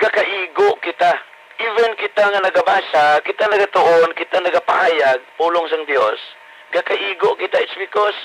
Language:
Hiligaynon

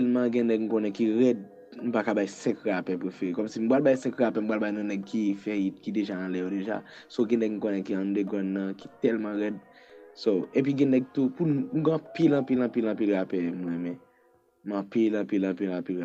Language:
Haitian Creole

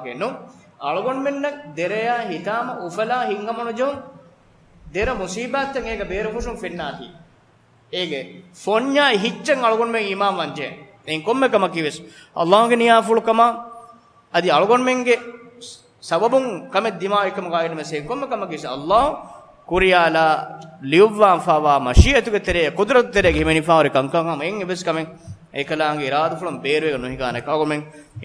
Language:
Divehi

